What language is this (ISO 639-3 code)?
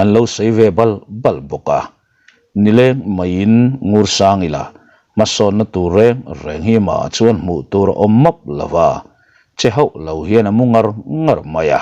lus